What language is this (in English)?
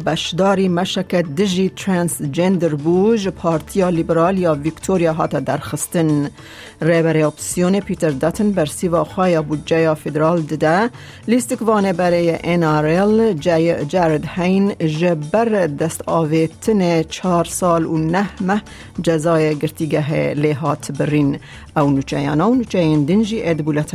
Kurdish